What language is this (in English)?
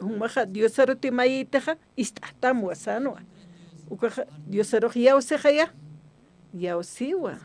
Aymara